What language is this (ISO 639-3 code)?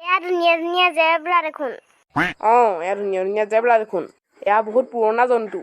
asm